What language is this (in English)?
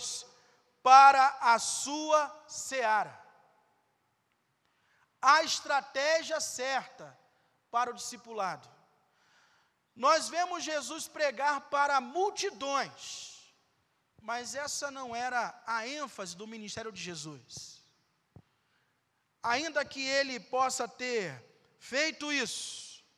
Portuguese